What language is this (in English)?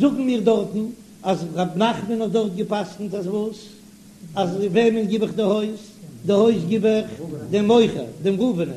Yiddish